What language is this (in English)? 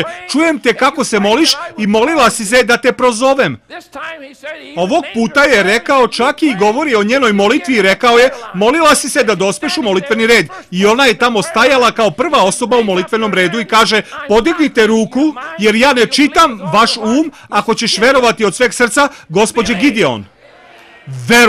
Serbian